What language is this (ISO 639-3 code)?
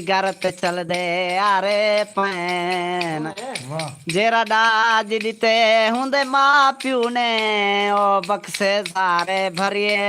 skr